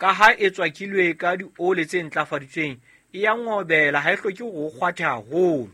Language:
Southern Sotho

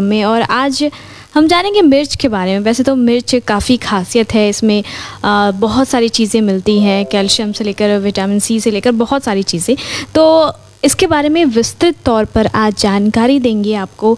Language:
Hindi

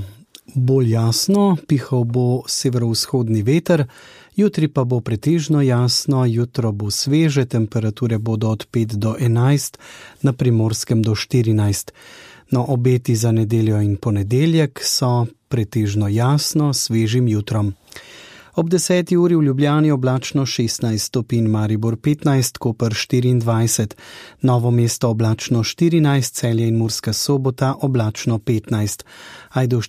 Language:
Slovenian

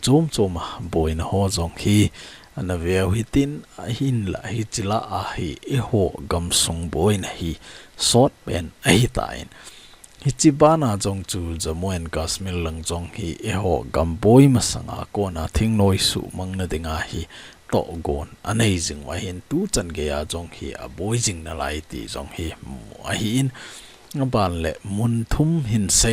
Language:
Thado Chin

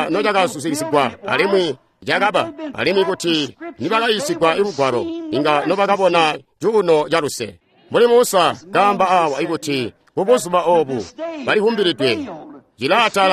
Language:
Tonga (Zambia)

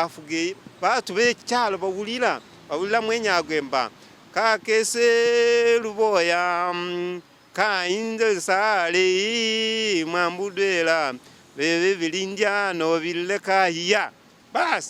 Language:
Masaaba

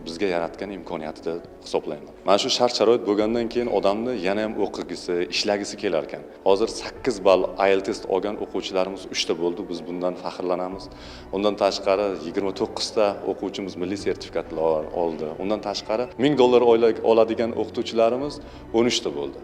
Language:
Uzbek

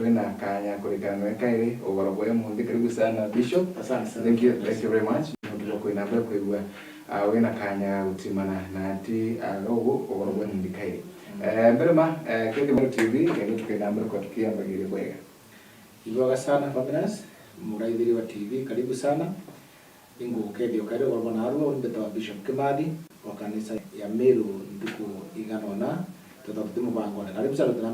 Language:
Meru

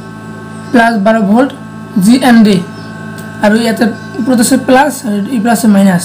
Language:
Assamese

